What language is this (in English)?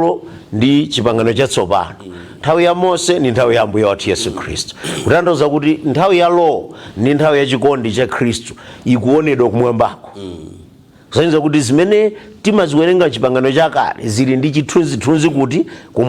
Nyanja